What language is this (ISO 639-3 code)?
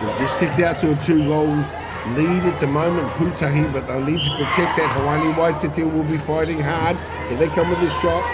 mri